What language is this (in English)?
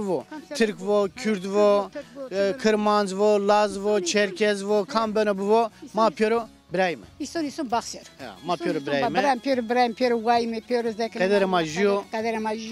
Zaza